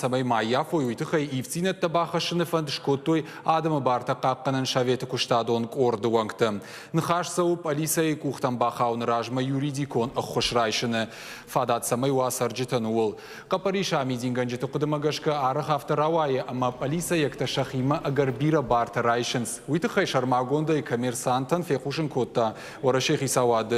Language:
Ossetic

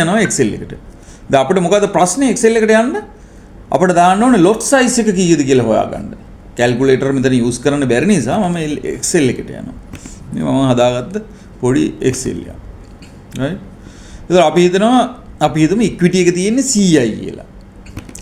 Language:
Sinhala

